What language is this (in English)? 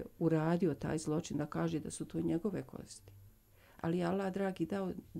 Bosnian